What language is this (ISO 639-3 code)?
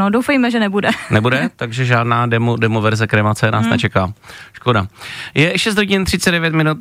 ces